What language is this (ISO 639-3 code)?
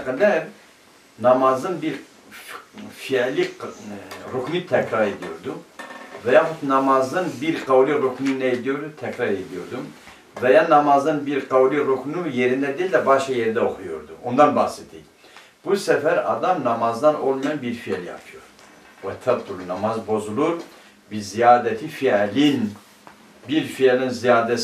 tur